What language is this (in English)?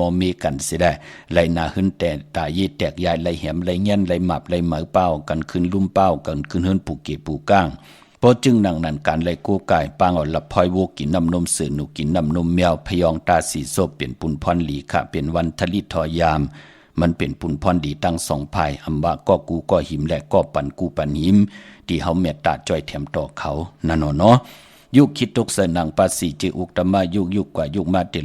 Shan